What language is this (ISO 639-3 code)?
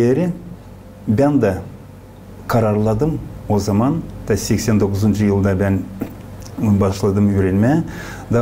gag